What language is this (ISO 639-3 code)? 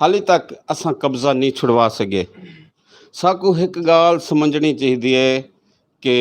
skr